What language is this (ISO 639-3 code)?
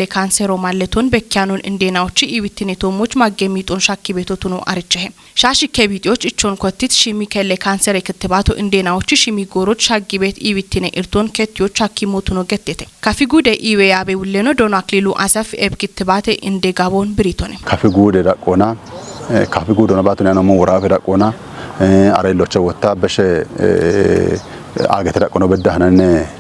kbr